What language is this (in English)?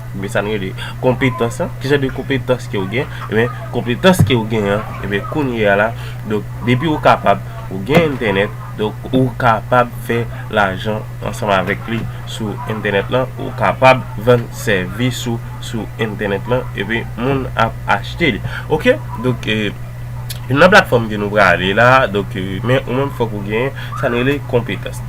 Haitian Creole